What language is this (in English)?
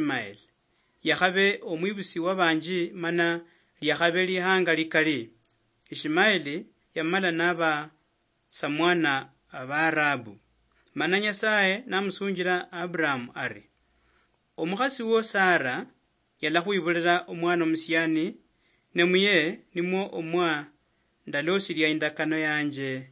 Luyia